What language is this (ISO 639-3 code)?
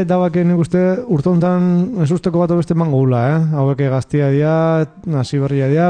eus